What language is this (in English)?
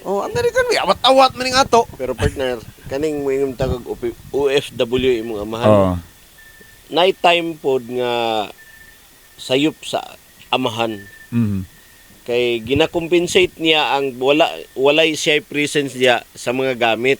Cebuano